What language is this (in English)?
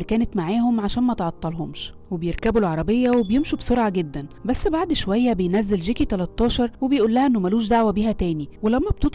Egyptian Arabic